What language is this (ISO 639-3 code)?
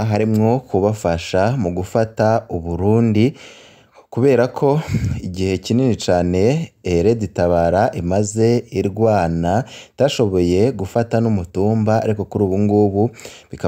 run